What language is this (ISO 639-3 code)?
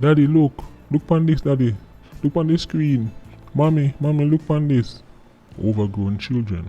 jam